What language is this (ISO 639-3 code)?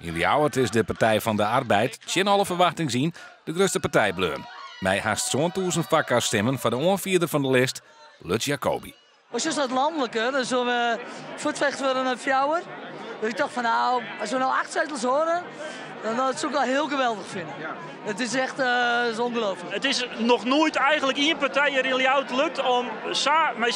fry